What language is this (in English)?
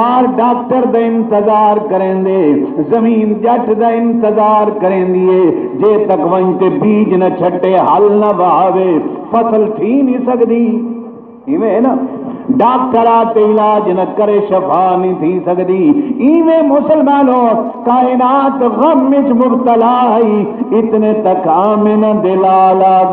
Saraiki